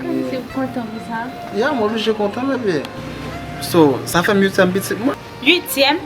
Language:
Haitian Creole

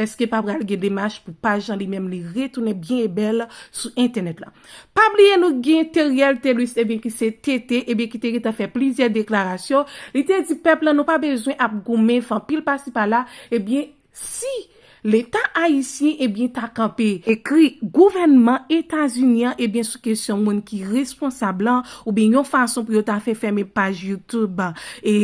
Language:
Haitian Creole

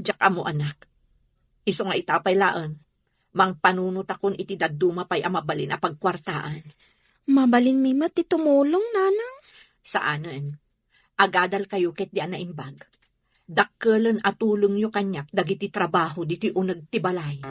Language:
Iloko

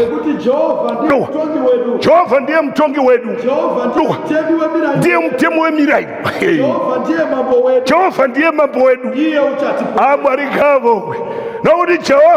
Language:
Shona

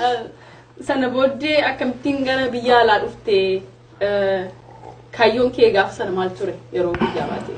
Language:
Oromo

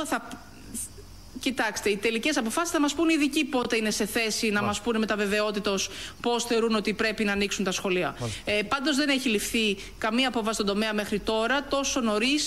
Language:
Greek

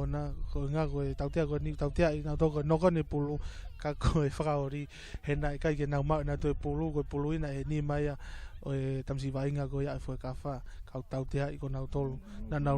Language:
Tongan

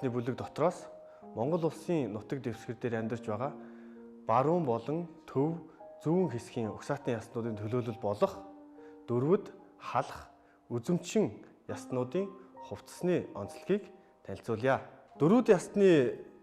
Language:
Mongolian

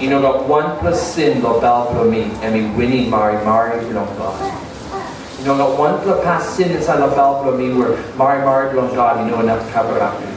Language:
Tok Pisin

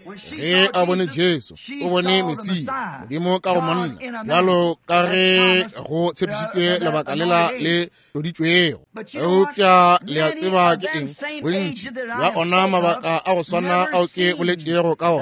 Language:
Northern Sotho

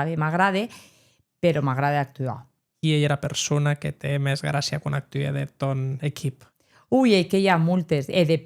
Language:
Occitan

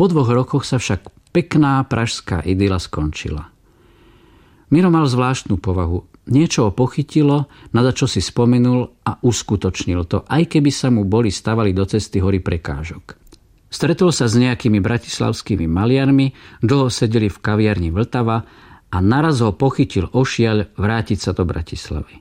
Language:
Slovak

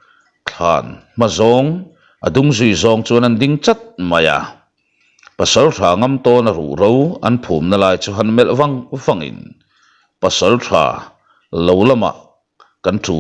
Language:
Mizo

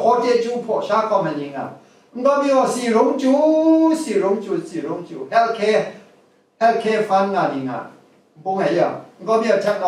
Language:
Kachin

